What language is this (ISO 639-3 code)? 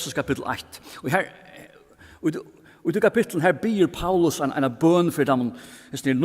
fao